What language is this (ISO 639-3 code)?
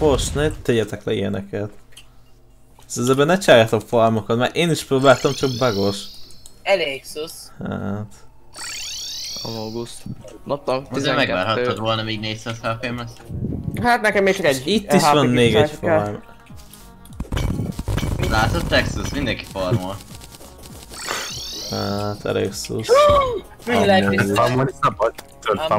hun